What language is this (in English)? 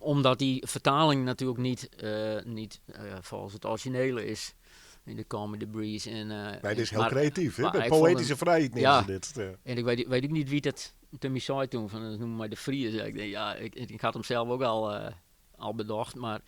Western Frisian